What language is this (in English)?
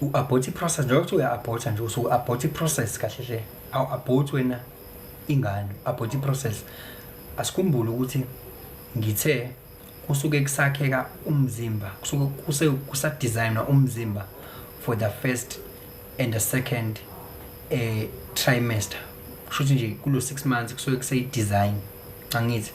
Zulu